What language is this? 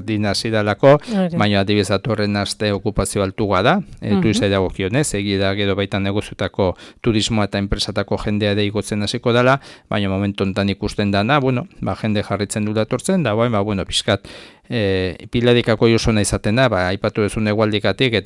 Basque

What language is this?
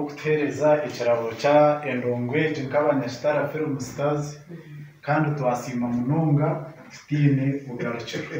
Nyankole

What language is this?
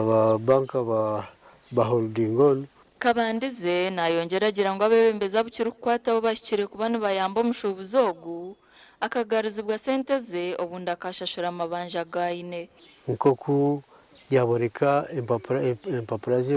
Nyankole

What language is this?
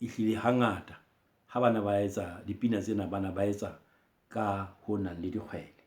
Southern Sotho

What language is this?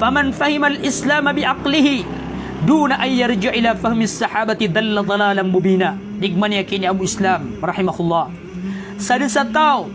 Maranao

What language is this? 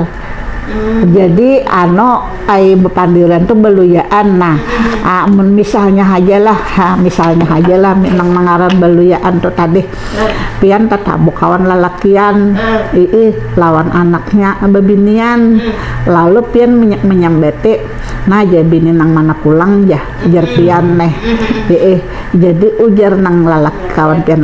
Banjar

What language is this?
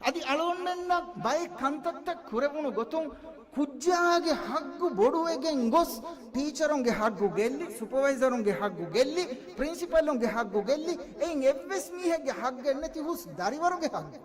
Divehi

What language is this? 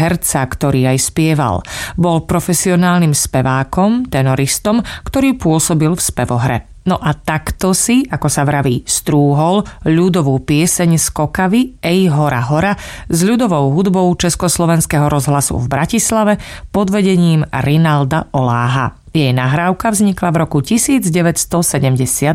Slovak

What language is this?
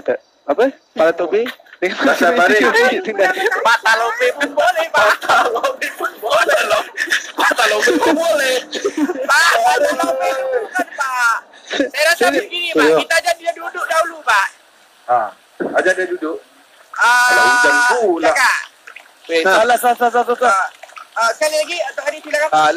Malay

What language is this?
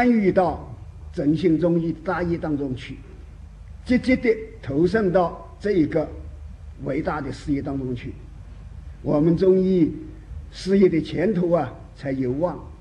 Chinese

